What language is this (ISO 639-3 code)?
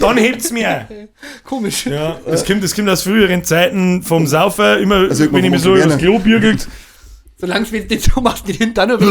bar